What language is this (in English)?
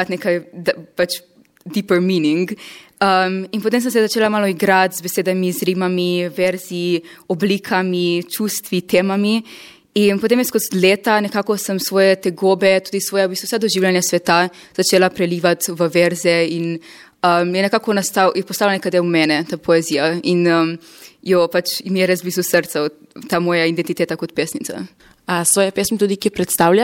Slovenian